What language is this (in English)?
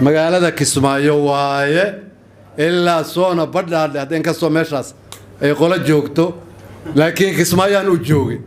Somali